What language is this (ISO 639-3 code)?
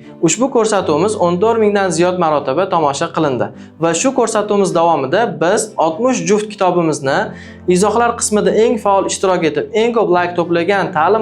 uzb